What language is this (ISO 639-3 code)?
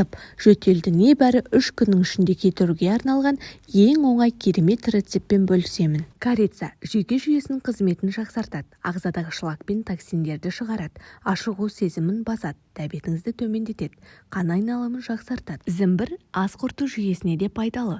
kaz